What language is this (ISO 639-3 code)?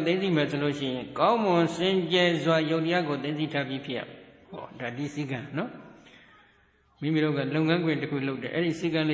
mya